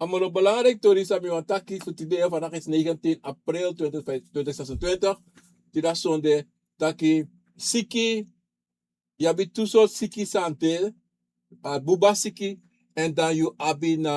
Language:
Sranan Tongo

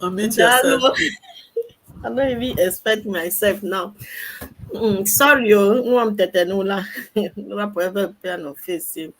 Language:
Igbo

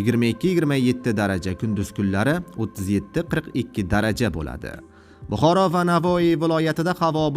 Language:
Uzbek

